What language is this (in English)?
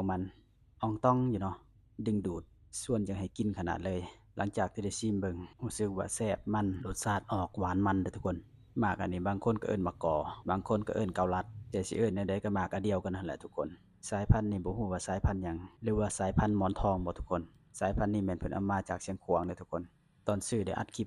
Lao